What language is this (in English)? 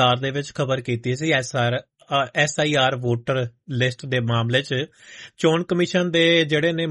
Punjabi